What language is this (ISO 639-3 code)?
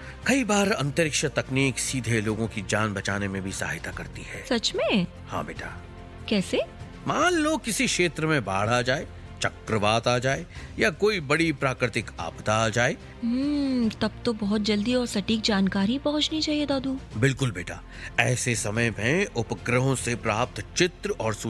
hin